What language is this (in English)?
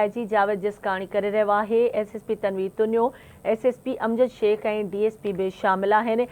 Sindhi